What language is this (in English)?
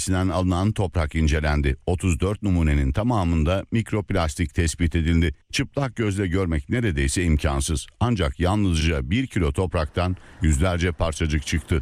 Turkish